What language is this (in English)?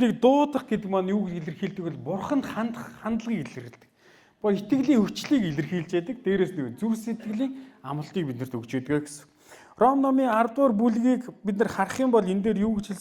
Mongolian